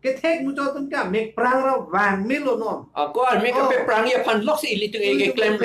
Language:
Karbi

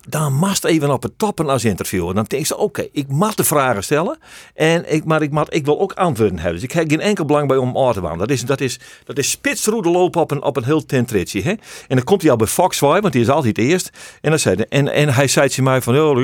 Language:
Western Frisian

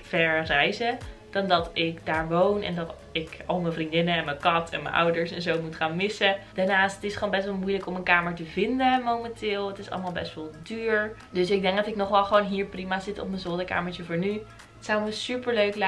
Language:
Dutch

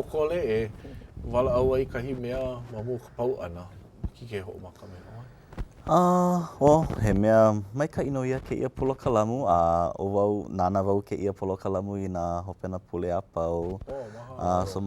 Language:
Hawaiian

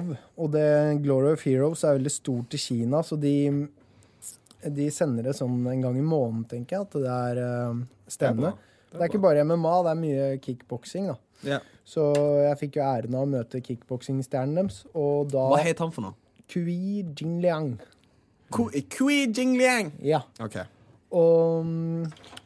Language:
Norwegian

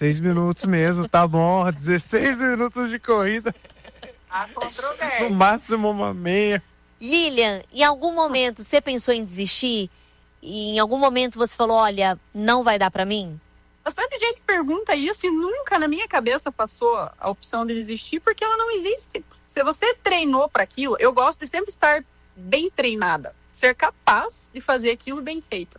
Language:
Portuguese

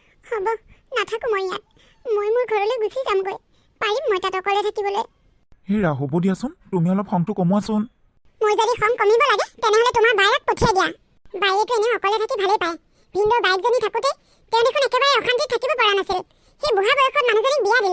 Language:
Assamese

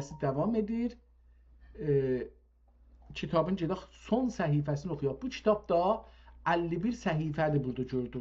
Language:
South Azerbaijani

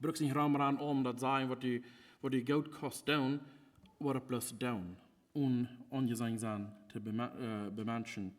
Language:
Plautdietsch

